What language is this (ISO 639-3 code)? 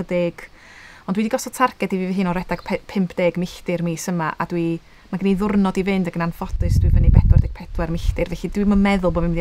cym